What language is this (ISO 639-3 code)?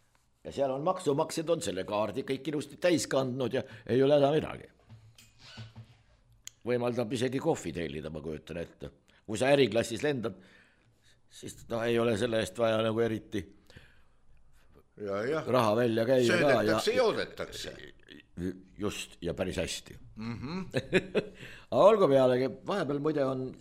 est